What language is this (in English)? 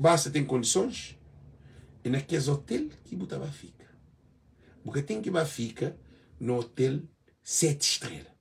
Kabuverdianu